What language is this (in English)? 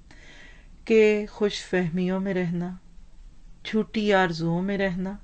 Urdu